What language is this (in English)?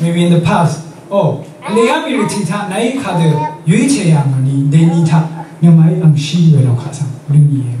Rawang